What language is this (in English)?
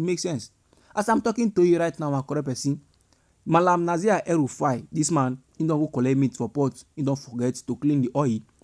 Nigerian Pidgin